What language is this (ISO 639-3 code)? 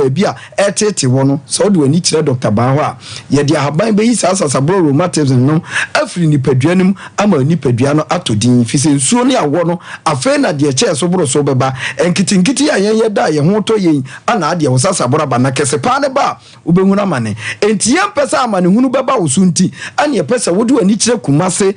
aka